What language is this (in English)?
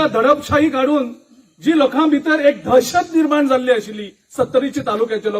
Konkani